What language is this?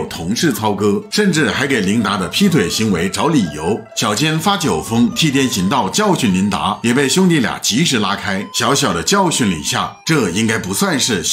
Chinese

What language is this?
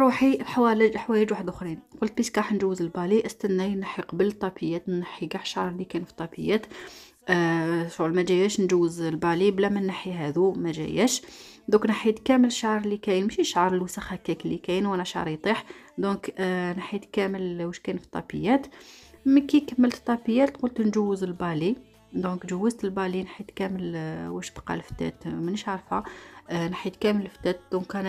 Algerian Arabic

